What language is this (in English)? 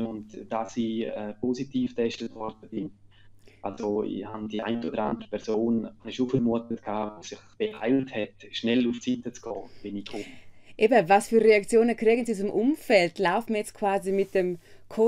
Romansh